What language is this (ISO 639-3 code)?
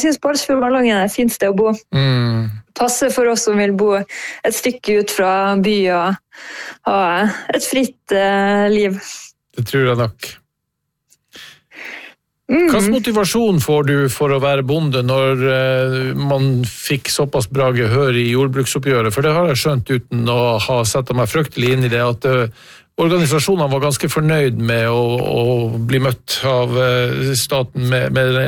nor